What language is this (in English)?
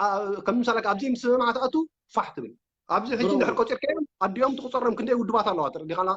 Tigrinya